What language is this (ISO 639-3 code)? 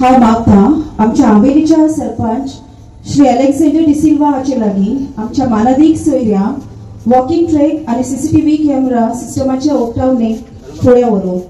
kok